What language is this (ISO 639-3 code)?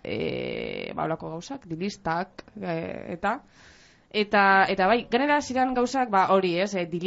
eus